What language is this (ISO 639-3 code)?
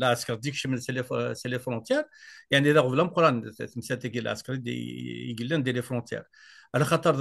kab